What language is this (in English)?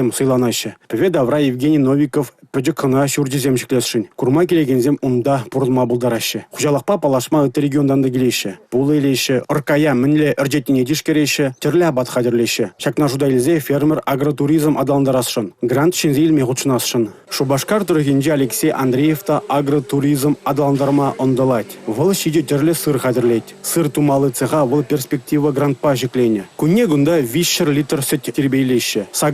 Chuvash